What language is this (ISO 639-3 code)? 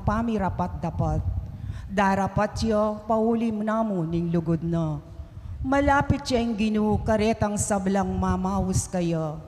pam